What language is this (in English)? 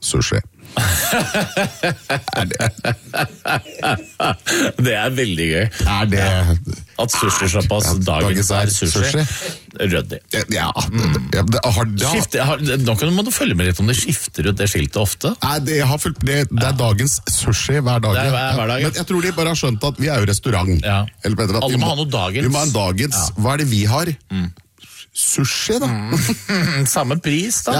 Norwegian